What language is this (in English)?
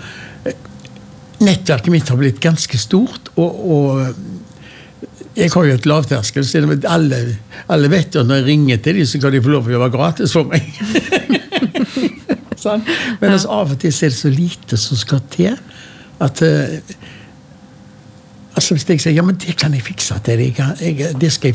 Norwegian